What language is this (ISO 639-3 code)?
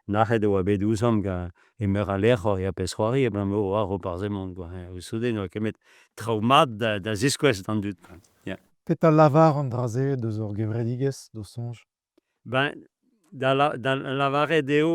bre